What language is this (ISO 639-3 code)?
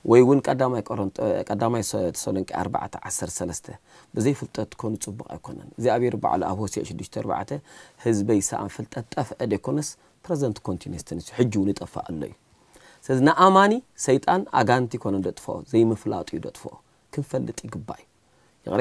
tir